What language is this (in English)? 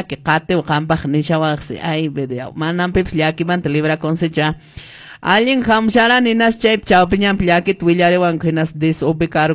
Quechua